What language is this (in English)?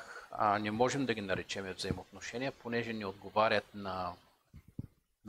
Bulgarian